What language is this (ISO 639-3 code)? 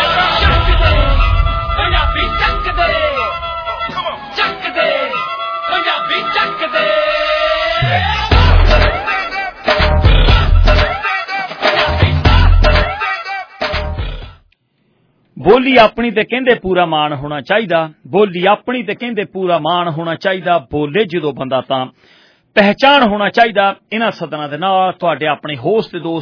pan